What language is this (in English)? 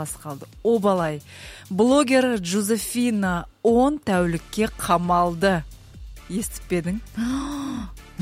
Kazakh